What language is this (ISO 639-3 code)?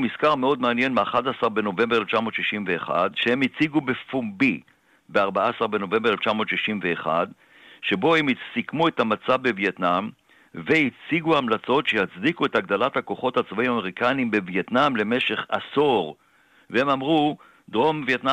heb